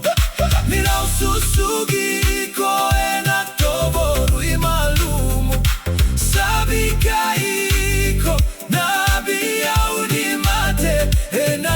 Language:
Fijian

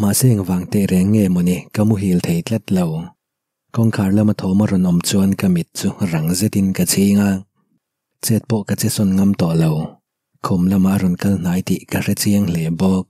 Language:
Mizo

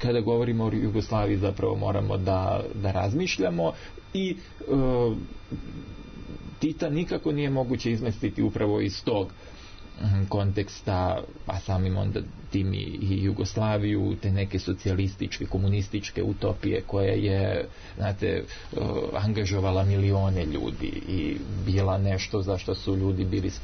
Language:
Serbian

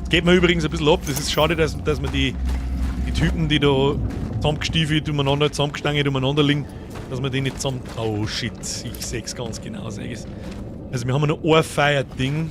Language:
Bavarian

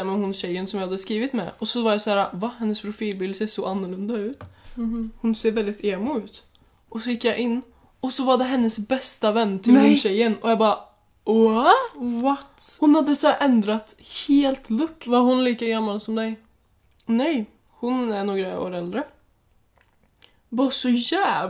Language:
Swedish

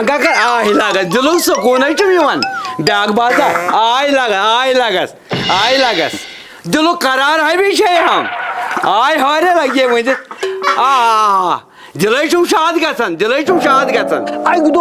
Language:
Kashmiri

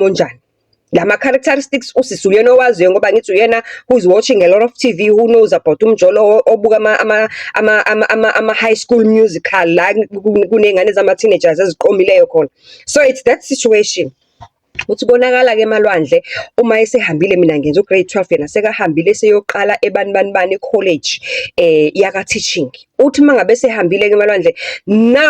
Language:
Zulu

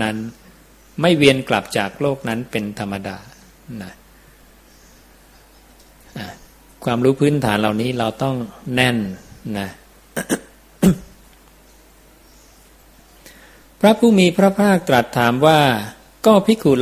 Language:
Thai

